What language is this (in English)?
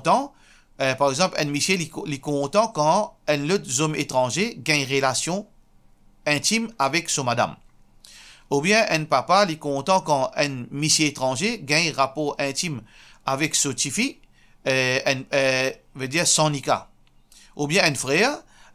Morisyen